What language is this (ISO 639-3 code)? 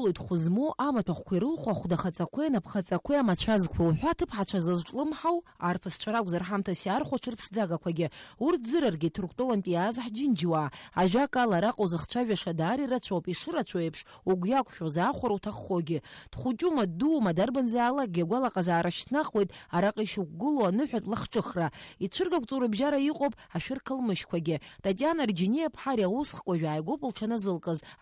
abk